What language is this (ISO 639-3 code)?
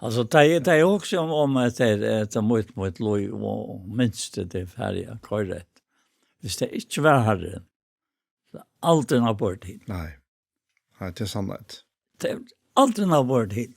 fao